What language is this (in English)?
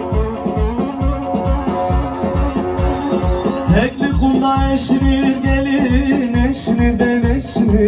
Turkish